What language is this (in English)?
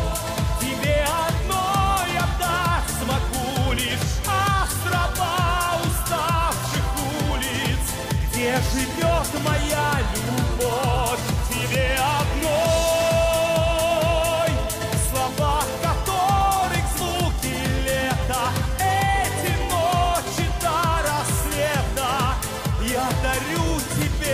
Russian